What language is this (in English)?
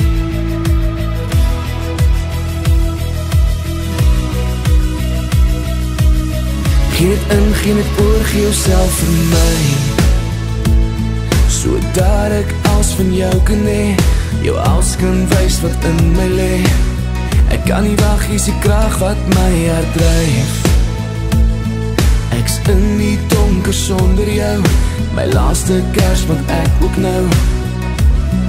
Afrikaans